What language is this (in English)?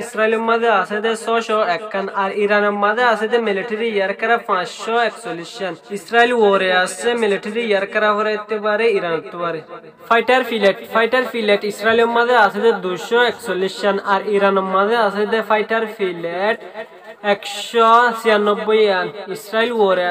Rohingya